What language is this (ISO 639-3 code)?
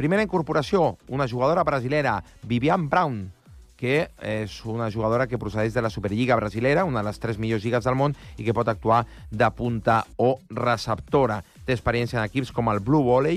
cat